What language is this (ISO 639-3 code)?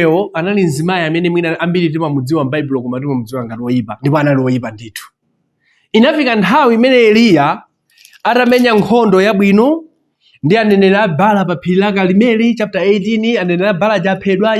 nya